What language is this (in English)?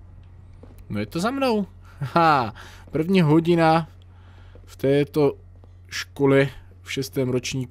Czech